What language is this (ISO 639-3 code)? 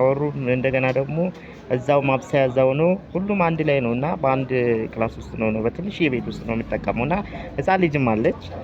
amh